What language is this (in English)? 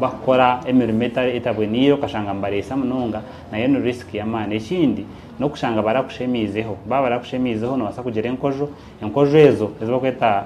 Nyankole